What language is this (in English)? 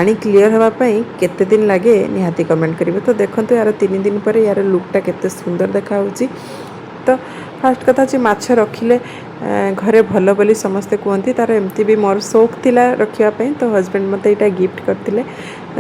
Odia